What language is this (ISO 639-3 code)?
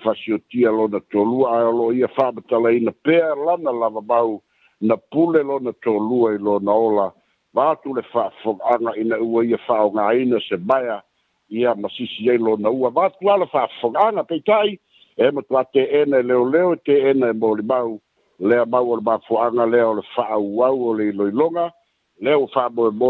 smo